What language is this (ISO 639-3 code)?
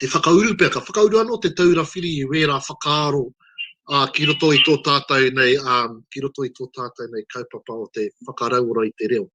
mri